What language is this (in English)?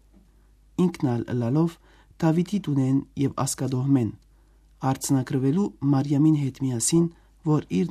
Western Armenian